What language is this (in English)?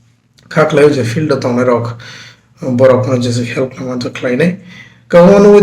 Kok Borok